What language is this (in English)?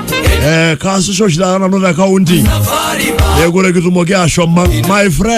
Masai